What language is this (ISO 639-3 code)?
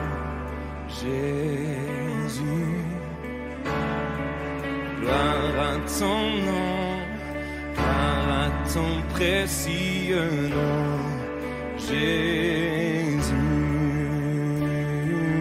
fra